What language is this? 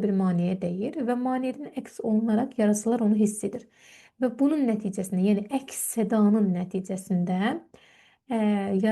Azerbaijani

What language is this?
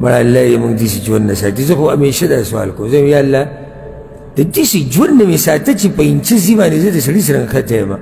Pashto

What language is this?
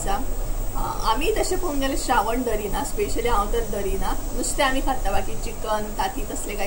Konkani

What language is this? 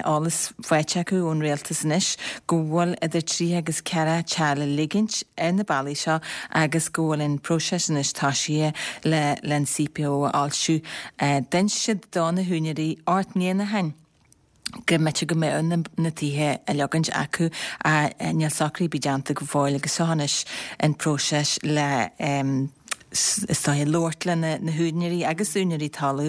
Irish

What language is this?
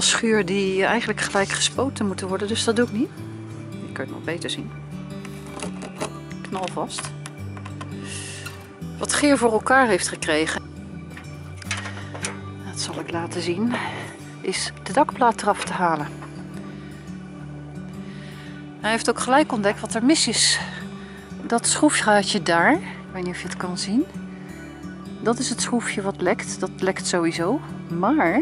Dutch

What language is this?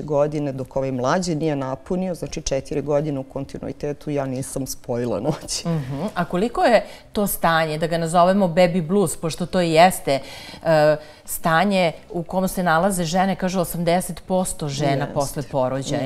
Serbian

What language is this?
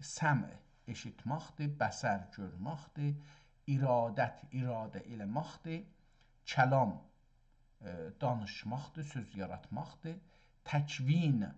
South Azerbaijani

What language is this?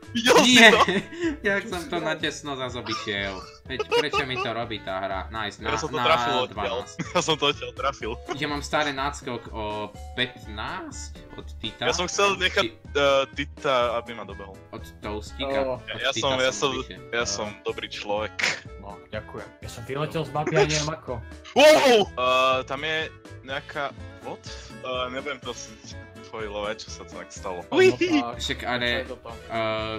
Slovak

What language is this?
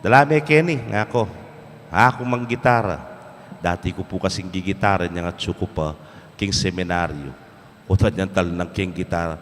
Pampanga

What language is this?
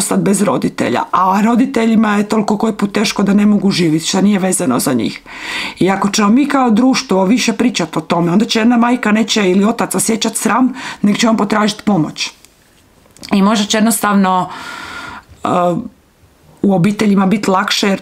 Croatian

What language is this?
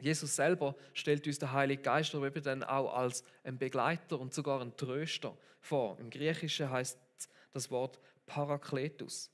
Swiss German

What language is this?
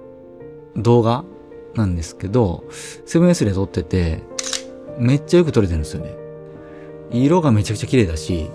Japanese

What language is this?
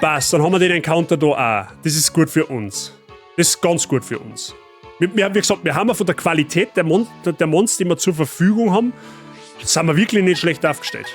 Bavarian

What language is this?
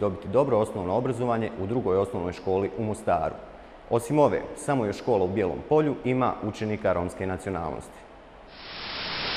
Bosnian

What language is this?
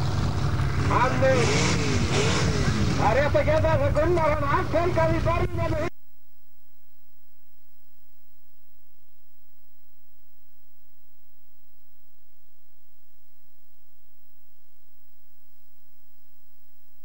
Icelandic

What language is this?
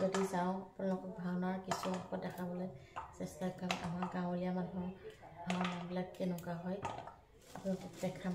Assamese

